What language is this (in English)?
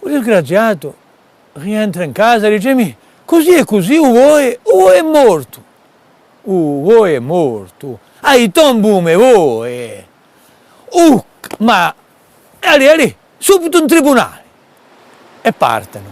Corsican